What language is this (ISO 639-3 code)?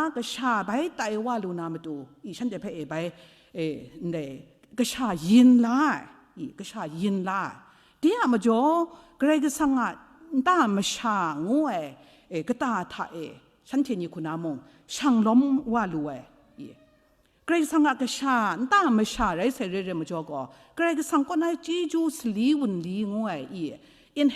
kac